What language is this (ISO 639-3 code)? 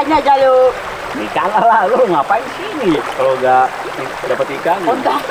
bew